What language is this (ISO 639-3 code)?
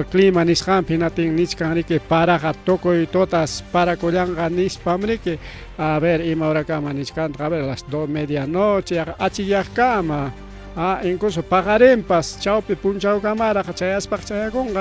quy